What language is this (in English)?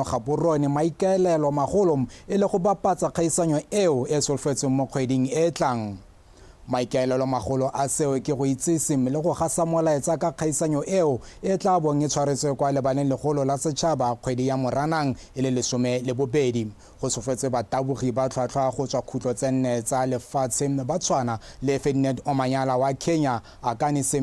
Tswana